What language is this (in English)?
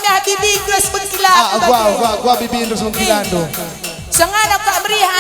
Batak Karo